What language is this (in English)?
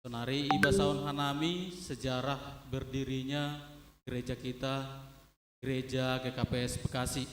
Batak Simalungun